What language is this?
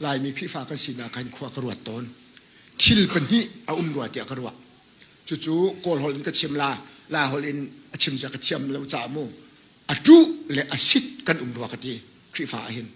Hakha Chin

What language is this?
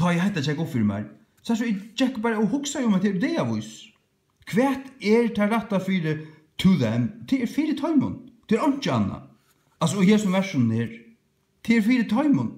Faroese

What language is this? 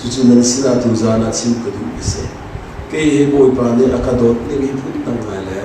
Hakha Chin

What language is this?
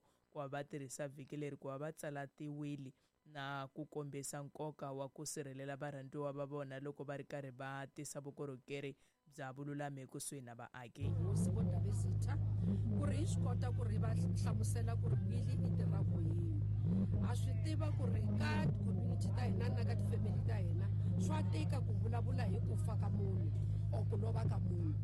Tsonga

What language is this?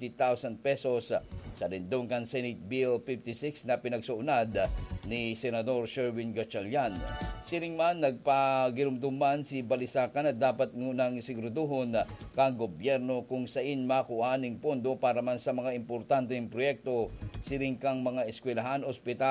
Bikol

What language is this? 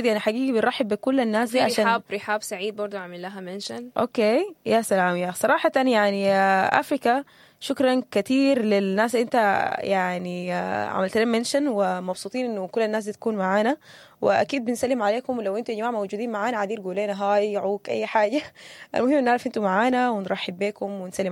Sudanese Arabic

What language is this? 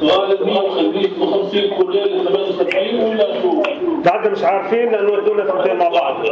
North Levantine Arabic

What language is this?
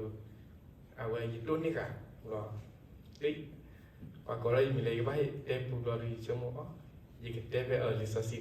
S'gaw Karen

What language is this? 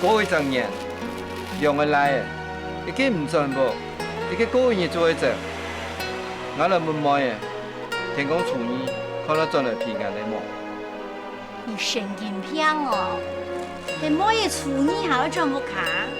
Hakka Chinese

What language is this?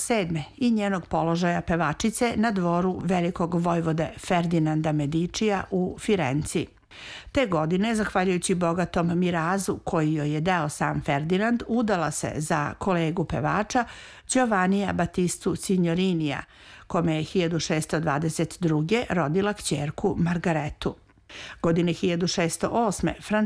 Serbian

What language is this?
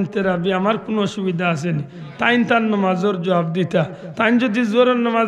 Sylheti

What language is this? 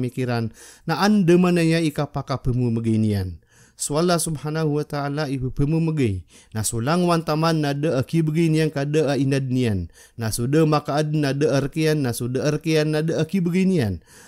Maranao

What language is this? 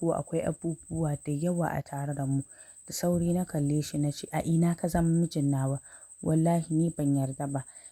Hausa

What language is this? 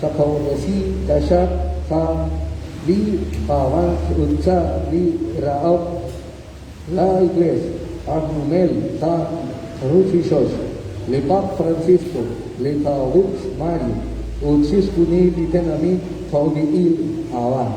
Kekchí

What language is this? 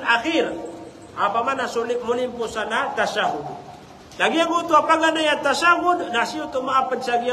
Maranao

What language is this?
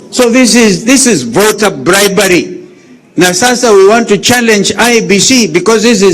Gusii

